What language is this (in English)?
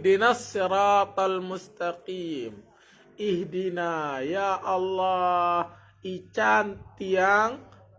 Sasak